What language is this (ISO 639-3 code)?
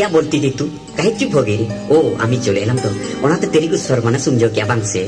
sat